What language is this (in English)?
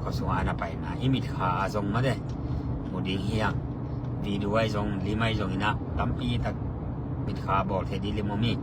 Tedim Chin